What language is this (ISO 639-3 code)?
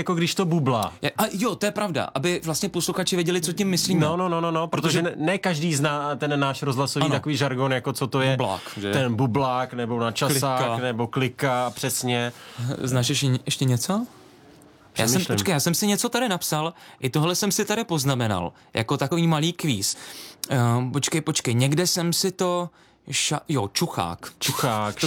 ces